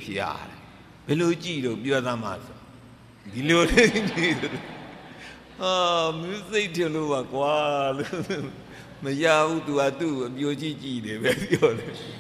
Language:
Burmese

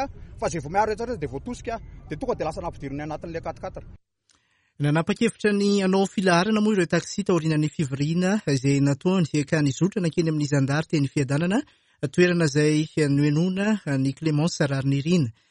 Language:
Malagasy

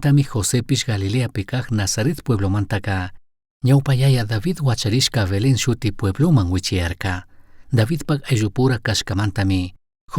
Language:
Chimborazo Highland Quichua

